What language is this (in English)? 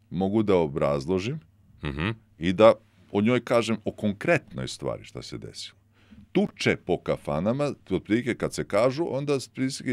Serbian